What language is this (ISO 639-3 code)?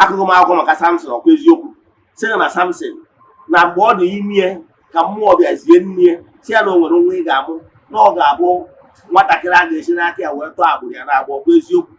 ibo